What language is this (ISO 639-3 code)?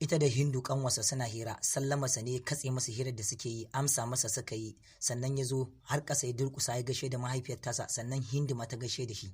hau